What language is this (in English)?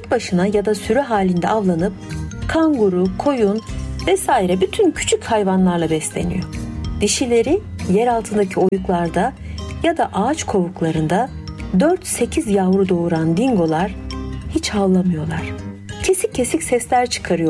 Turkish